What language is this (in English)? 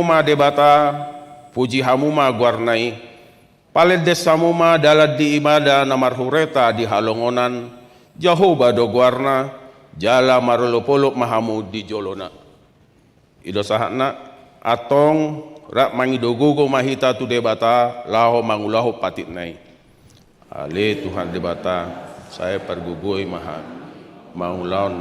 Batak Toba